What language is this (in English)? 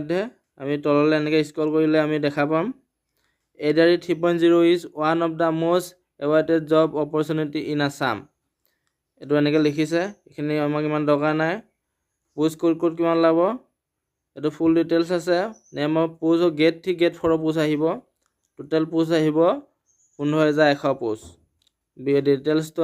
Assamese